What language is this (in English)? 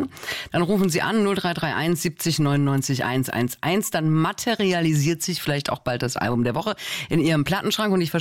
German